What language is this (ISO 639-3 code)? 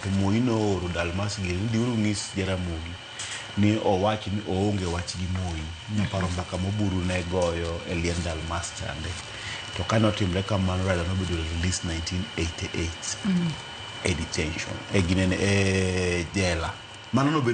luo